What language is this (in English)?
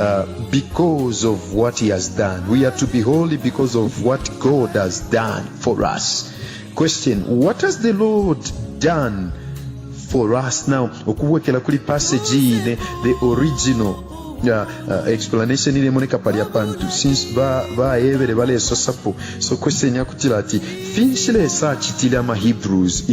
Bemba